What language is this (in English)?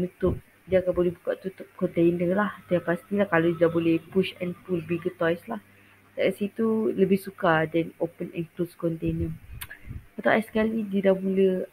Malay